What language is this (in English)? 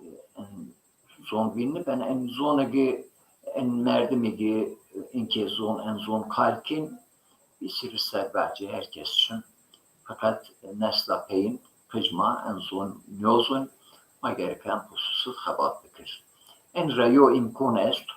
Zaza